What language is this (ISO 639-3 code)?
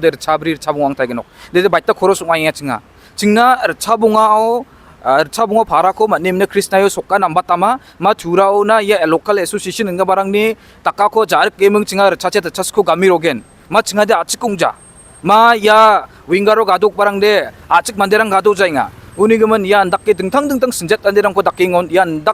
grt